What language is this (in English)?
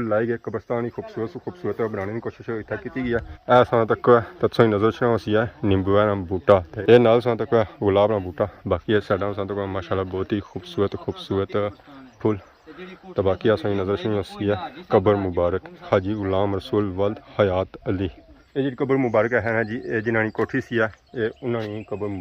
Pahari-Potwari